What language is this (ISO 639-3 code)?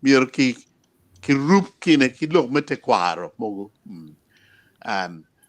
ach